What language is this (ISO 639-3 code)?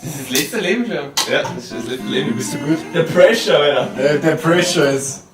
bar